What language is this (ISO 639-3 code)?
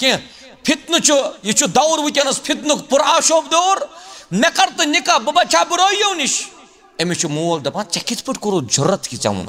kas